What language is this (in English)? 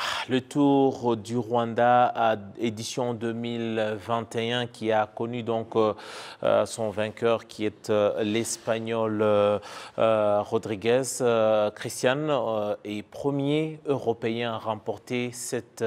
French